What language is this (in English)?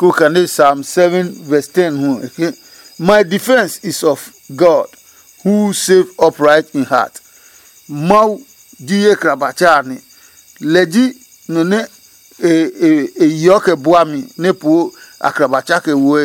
Adangme